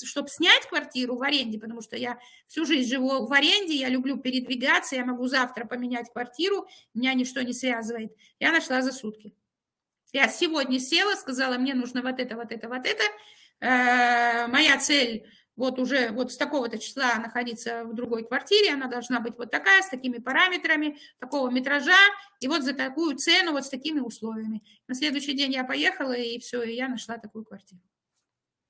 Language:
Russian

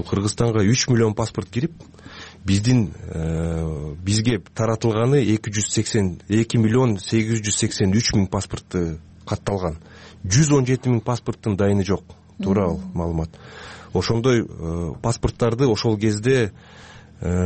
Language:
Kyrgyz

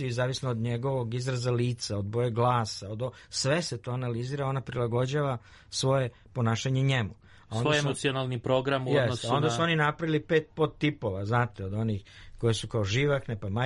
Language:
Serbian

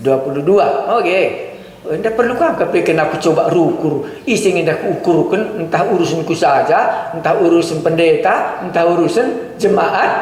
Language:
Batak Karo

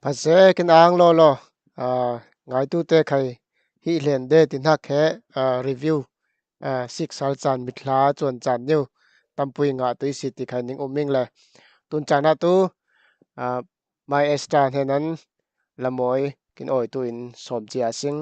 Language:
Falam Chin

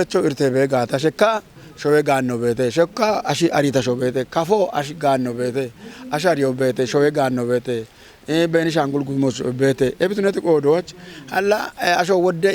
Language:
Kafa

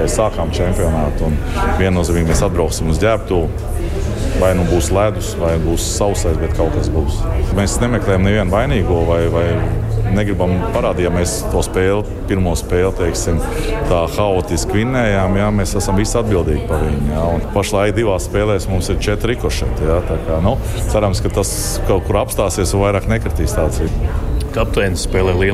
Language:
Latvian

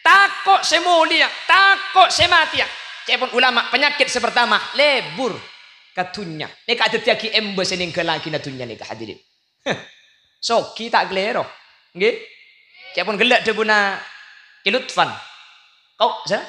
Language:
Madurese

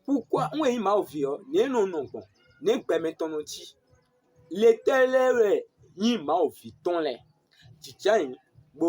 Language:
Fon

